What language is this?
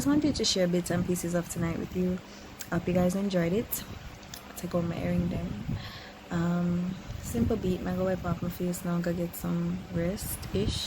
Jamaican Creole English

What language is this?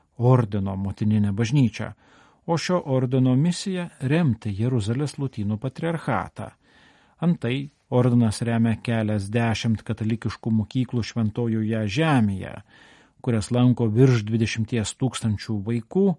Lithuanian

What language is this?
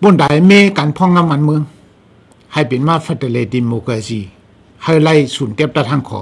Shan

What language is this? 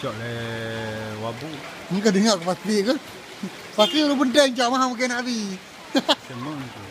Achinese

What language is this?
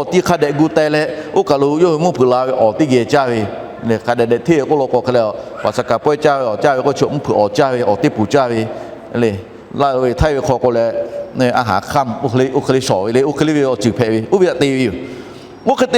Lahu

